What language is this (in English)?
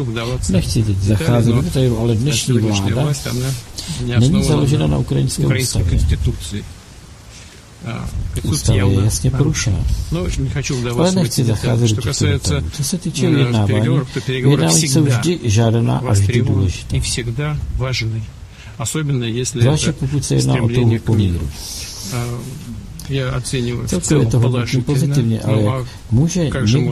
Czech